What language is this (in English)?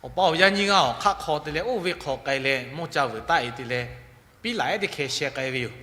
Lahu